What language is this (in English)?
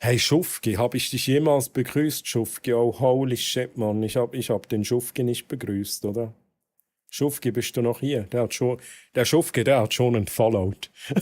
Swiss German